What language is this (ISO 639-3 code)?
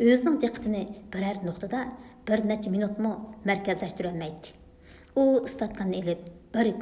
uig